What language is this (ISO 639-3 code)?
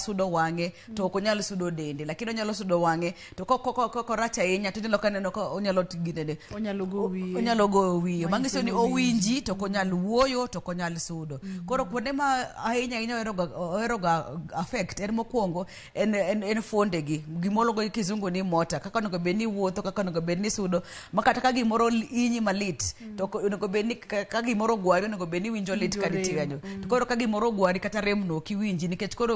luo